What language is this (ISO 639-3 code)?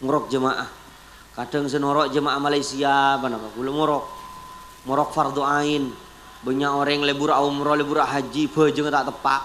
mad